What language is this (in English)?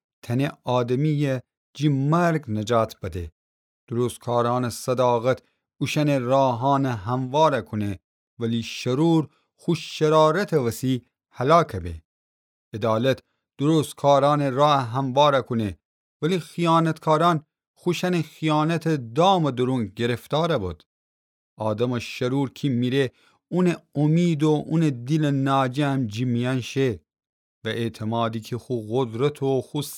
Gilaki